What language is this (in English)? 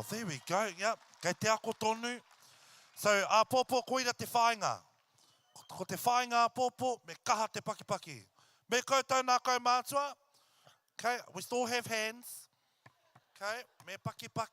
Māori